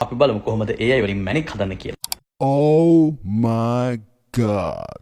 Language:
Sinhala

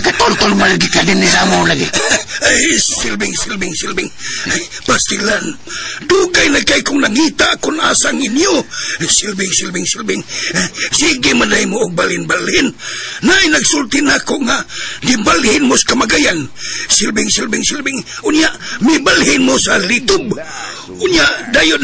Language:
Cebuano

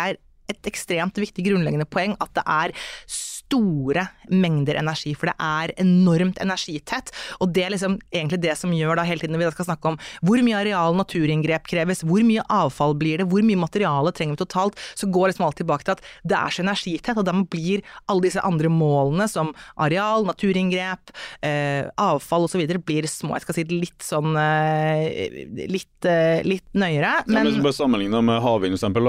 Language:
Norwegian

